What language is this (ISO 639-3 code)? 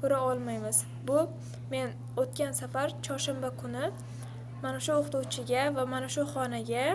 uzb